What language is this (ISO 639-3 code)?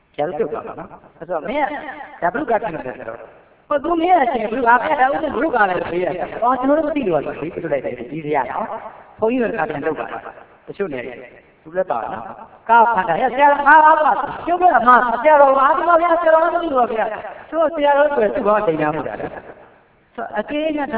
mya